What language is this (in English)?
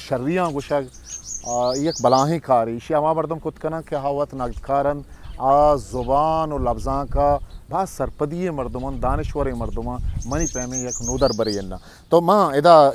Eastern Balochi